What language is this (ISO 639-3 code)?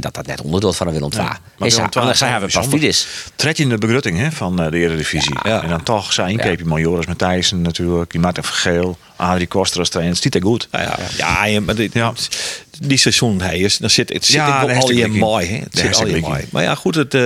fry